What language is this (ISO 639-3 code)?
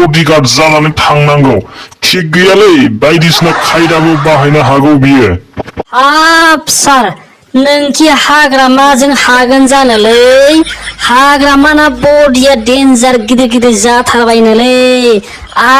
brx